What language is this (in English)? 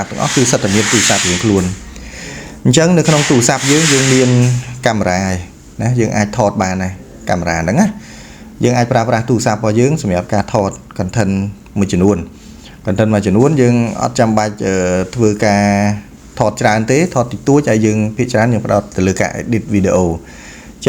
Khmer